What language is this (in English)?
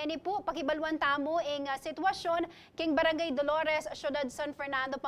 Pampanga